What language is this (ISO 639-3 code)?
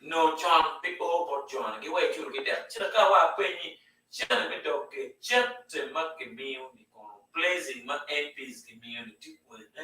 ach